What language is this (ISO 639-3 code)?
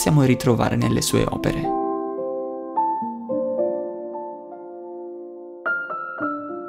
ita